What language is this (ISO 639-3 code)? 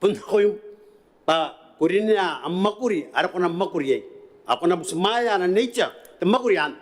gil